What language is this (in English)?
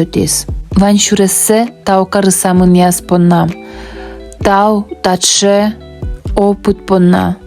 Udmurt